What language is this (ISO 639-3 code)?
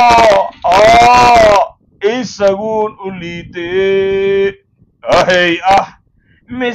som